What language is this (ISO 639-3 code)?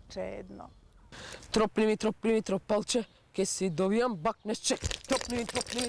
mkd